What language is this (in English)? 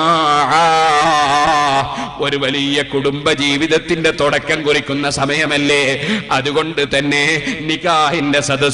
Malayalam